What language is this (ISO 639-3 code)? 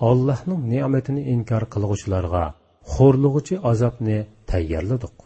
uig